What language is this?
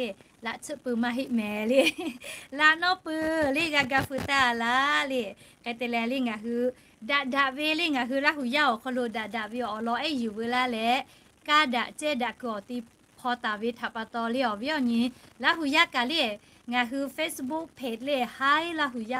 Lahu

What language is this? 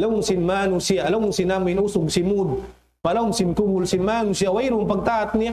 Tausug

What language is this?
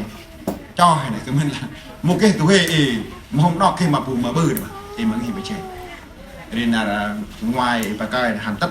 Central Mnong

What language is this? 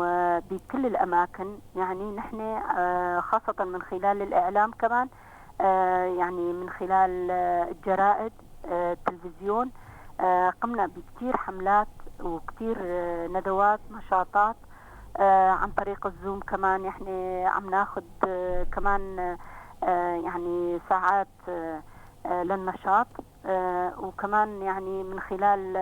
North Levantine Arabic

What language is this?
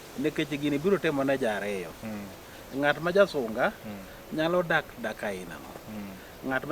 Luo (Kenya and Tanzania)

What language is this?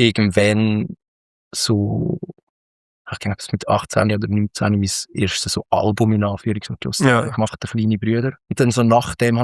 Swiss German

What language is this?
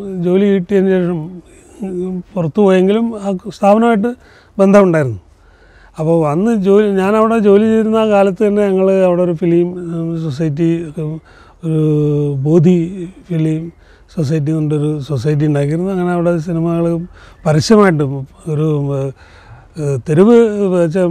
Malayalam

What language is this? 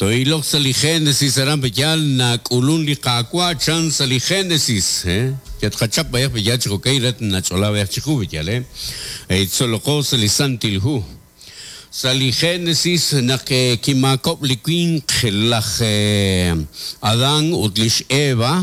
Kekchí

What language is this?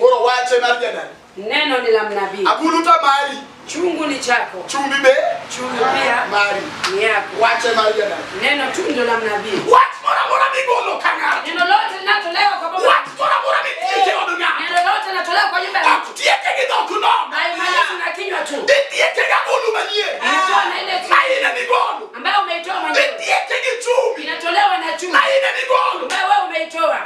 Luo (Kenya and Tanzania)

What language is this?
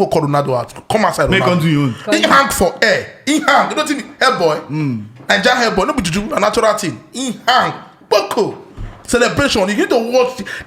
Nigerian Pidgin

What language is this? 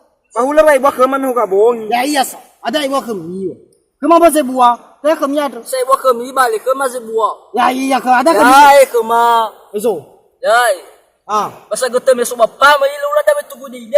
Nias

